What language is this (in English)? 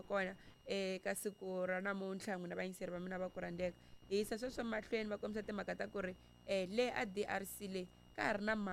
Tsonga